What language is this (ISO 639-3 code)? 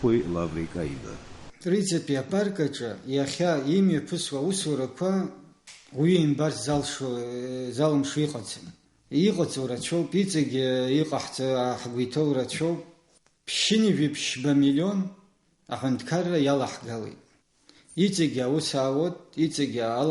abk